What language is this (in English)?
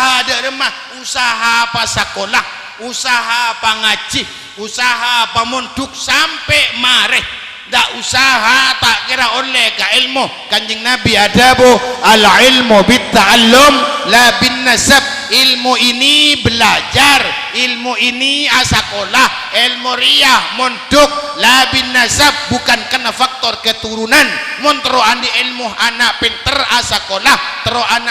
Madurese